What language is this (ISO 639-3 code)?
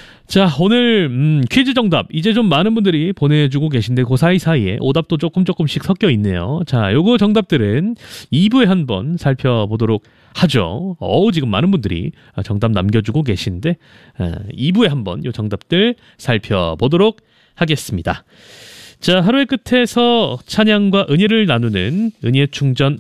kor